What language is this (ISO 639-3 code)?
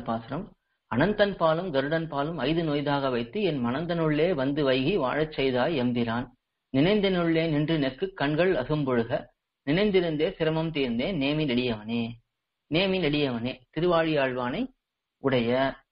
tam